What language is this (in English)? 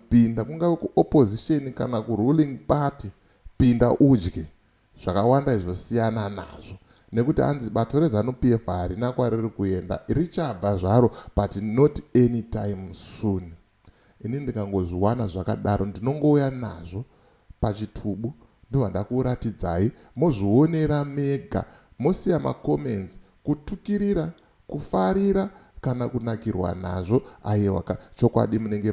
Shona